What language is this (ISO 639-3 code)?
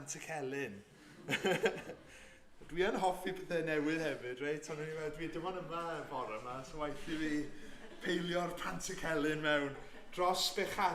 cym